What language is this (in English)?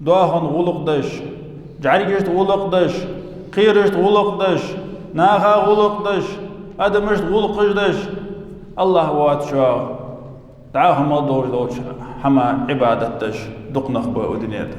Ingush